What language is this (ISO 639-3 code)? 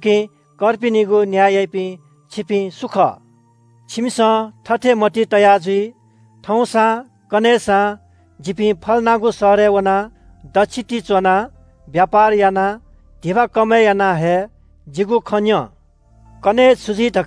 new